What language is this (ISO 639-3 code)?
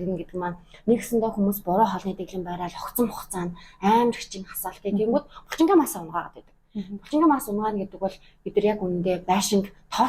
mon